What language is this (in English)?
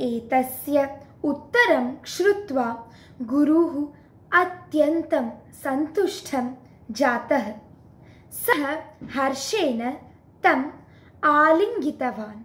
Sanskrit